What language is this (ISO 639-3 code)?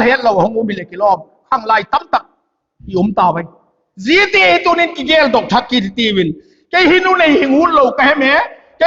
vap